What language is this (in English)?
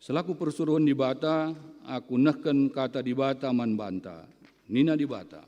Batak Karo